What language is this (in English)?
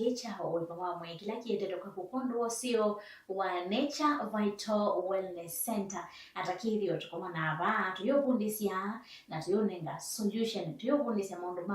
Kamba